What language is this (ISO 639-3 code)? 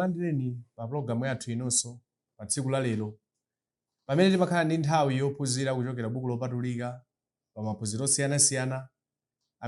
nya